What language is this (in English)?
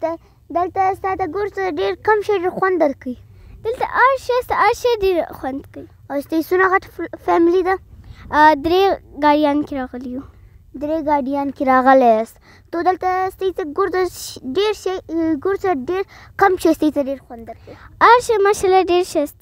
Brahui